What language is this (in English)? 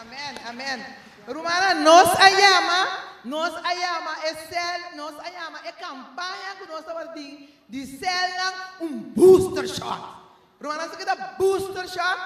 Papiamento